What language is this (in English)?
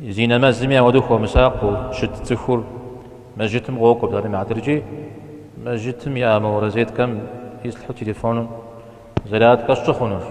Kabardian